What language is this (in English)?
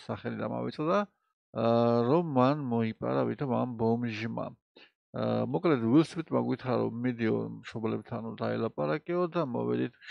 Georgian